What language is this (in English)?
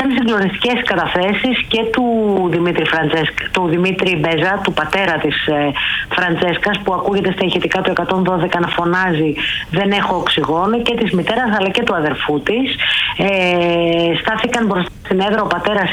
Greek